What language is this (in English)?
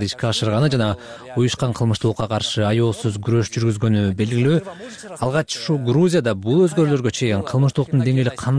Kyrgyz